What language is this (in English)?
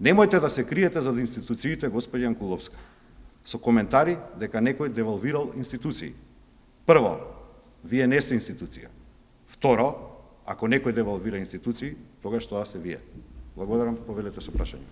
Macedonian